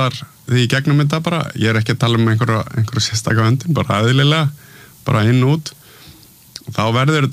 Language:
Icelandic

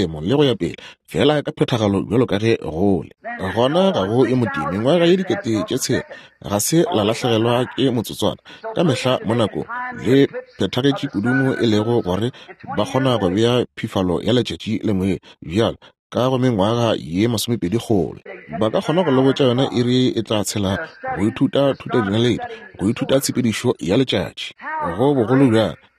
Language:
Northern Sotho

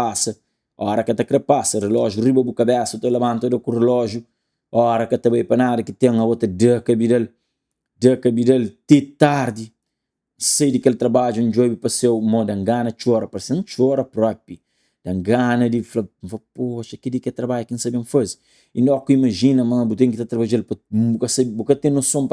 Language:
Kabuverdianu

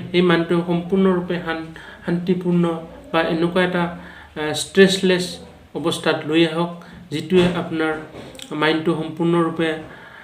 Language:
Assamese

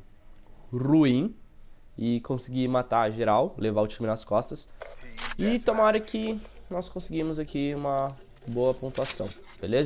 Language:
Portuguese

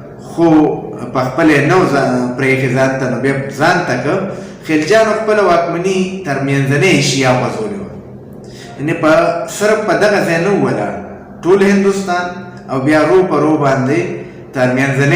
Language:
Pashto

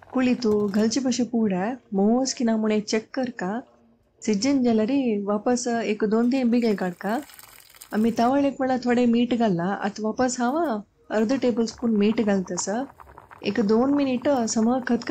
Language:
Konkani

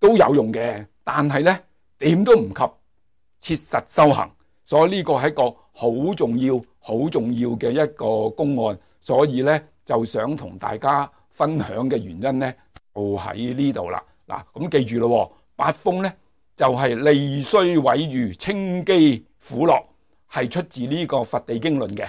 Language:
Cantonese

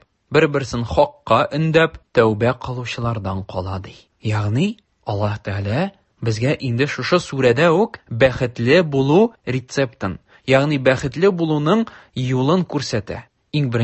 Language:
Tatar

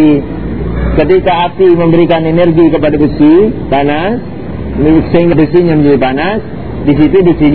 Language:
Indonesian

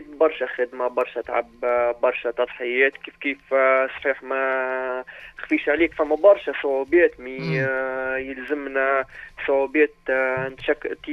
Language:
Tunisian Arabic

